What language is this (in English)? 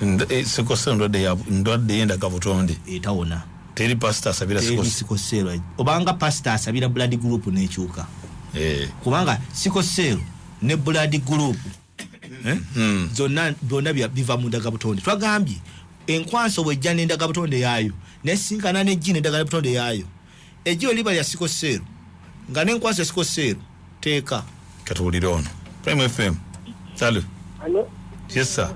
Ganda